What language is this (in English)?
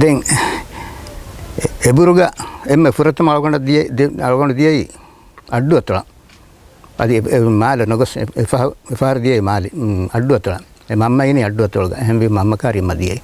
Divehi